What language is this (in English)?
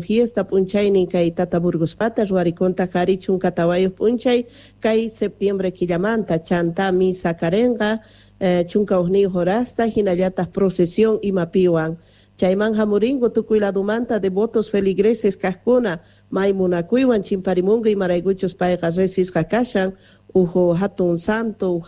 South Bolivian Quechua